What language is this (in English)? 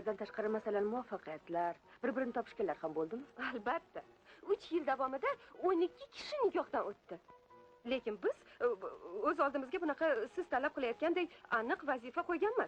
Uzbek